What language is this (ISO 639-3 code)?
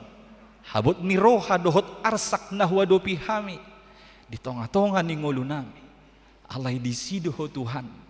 bbc